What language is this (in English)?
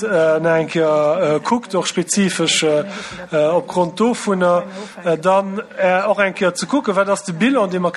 Luxembourgish